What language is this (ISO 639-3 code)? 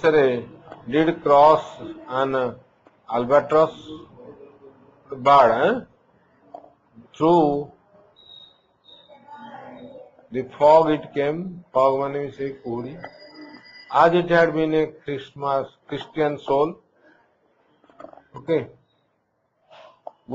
eng